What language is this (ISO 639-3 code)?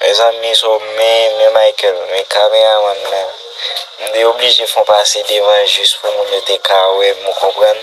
hat